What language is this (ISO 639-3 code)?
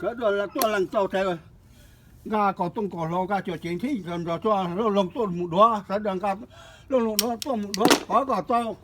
hmn